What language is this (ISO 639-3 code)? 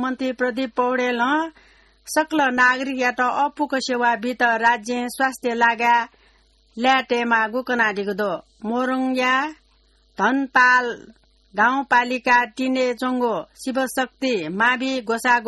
new